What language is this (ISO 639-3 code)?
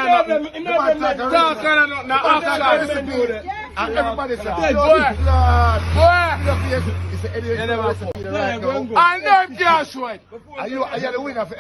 jam